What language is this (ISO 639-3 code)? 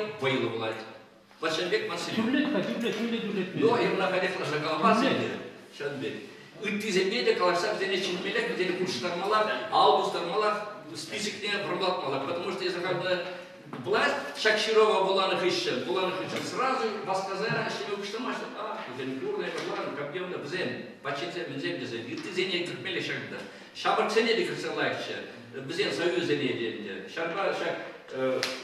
chv